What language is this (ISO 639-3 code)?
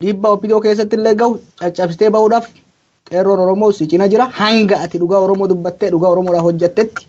orm